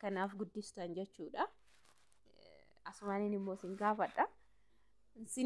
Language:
Oromo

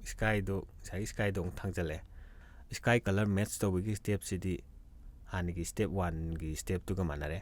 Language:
Manipuri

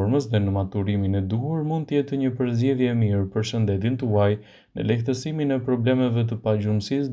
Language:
Albanian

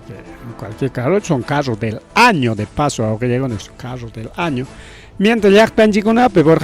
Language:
Ayacucho Quechua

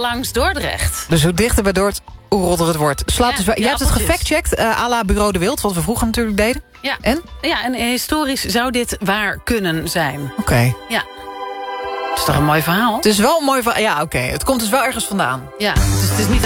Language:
Dutch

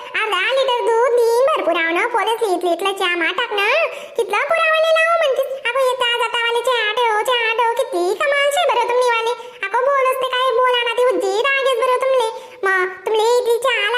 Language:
Khandesi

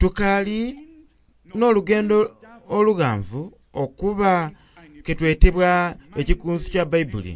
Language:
Soga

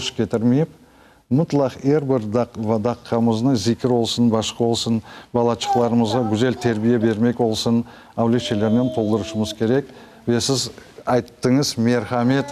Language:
Crimean Tatar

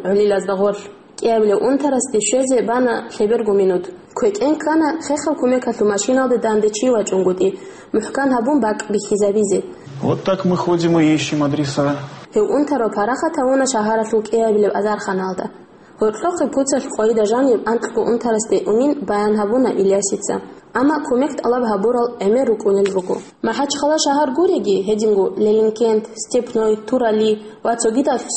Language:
Avaric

